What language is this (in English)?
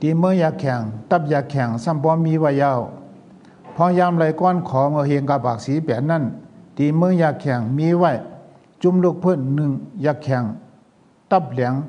Shan